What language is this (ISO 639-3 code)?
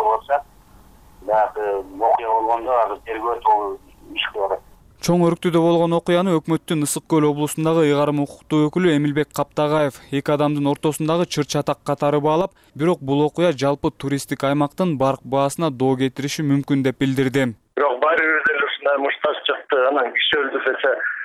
kir